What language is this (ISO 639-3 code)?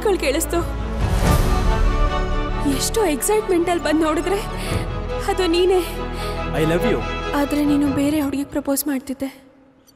kan